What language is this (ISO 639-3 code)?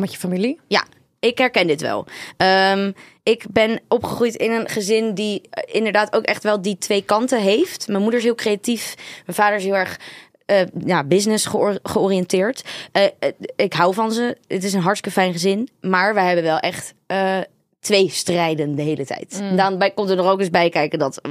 nld